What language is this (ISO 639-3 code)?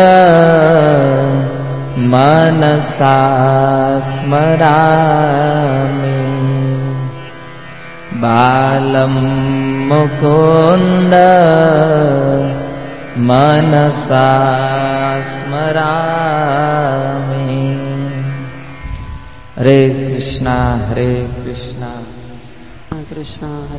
guj